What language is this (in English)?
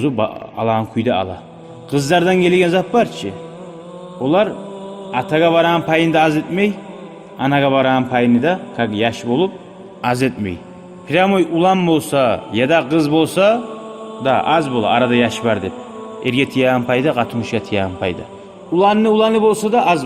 Kumyk